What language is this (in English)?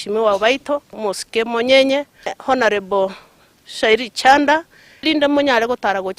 Gusii